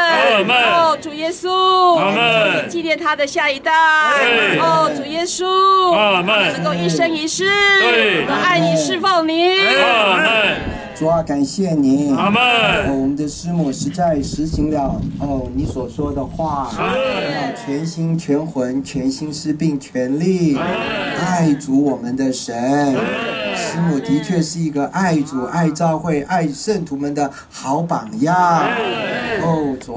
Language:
Chinese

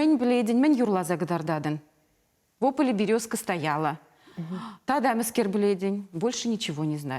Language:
Chuvash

